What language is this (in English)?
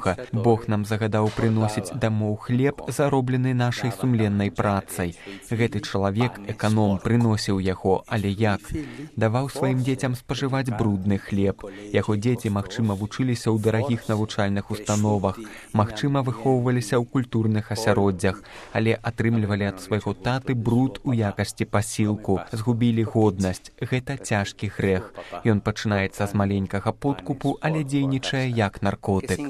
Belarusian